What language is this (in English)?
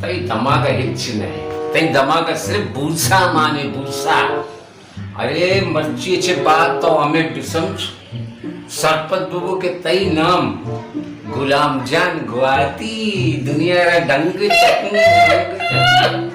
Baluchi